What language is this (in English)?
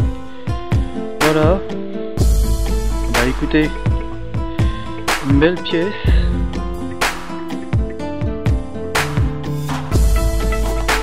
French